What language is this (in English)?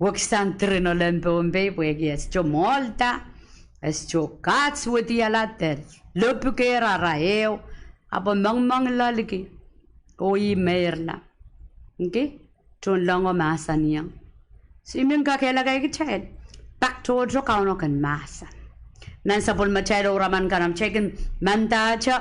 Pohnpeian